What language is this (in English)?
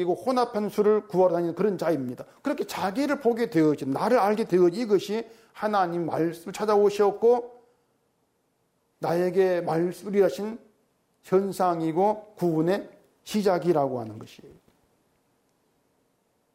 Korean